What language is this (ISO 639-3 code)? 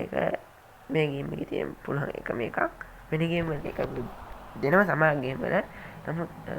sin